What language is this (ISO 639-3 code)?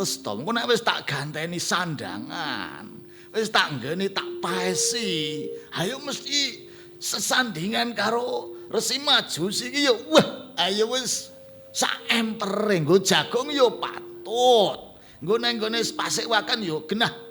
jav